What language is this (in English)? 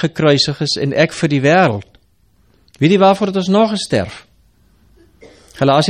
Afrikaans